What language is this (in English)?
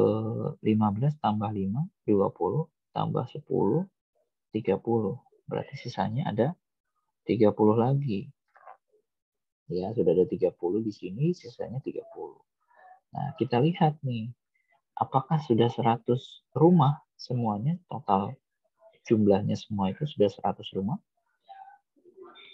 Indonesian